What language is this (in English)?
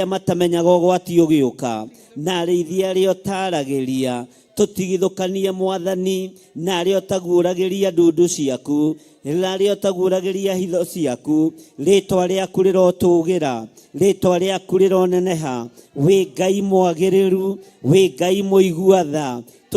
Kikuyu